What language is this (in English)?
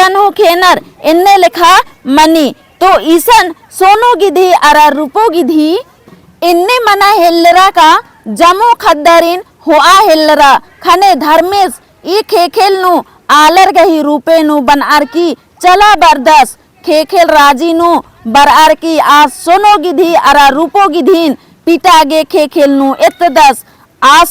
Kurukh